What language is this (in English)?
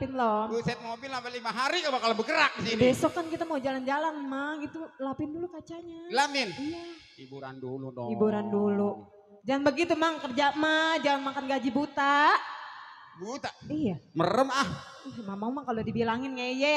Betawi